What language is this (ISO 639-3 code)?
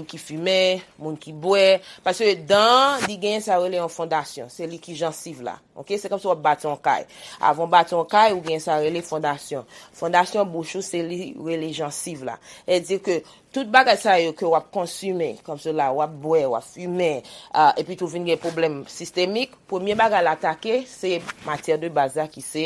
hat